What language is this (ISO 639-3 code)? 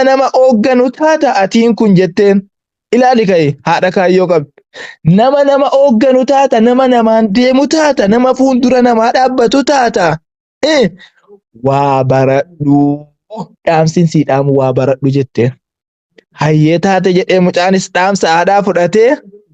orm